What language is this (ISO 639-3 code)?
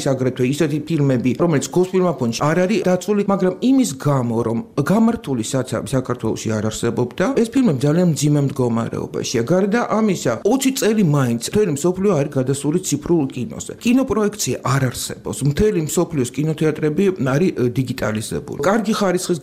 kat